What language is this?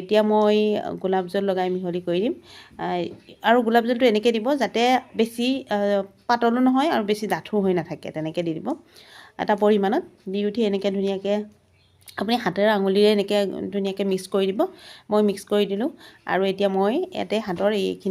Assamese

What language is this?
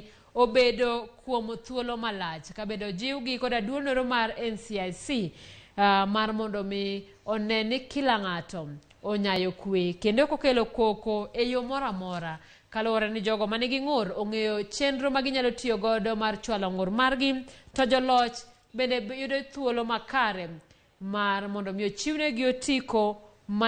Luo (Kenya and Tanzania)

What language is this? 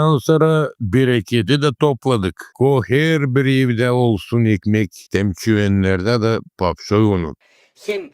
Gagauz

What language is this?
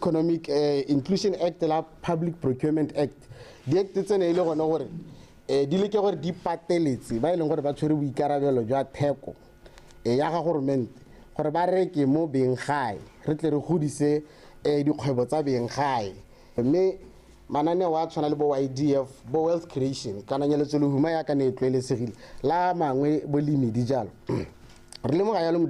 Tswana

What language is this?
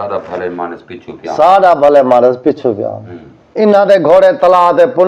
Saraiki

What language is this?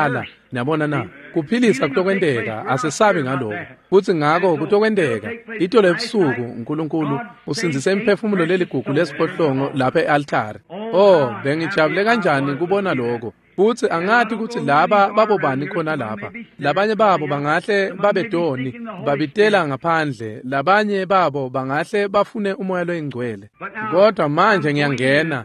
Swati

